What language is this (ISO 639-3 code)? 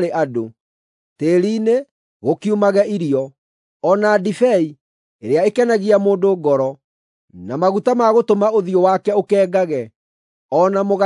kik